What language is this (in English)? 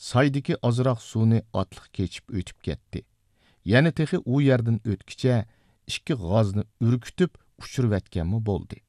Uyghur